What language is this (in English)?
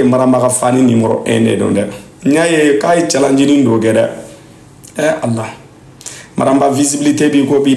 Bambara